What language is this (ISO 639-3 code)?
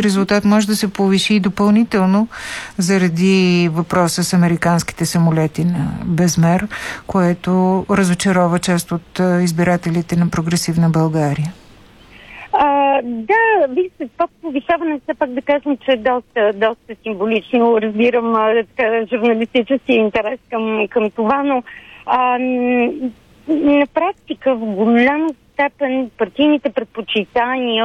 bul